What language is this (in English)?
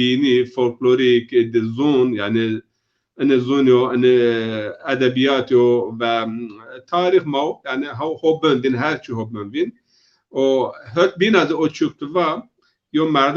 Zaza